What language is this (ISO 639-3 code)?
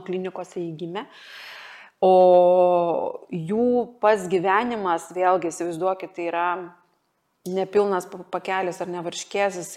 lit